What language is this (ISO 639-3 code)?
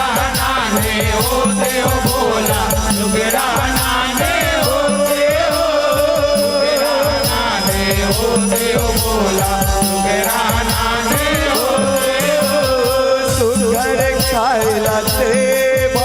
hne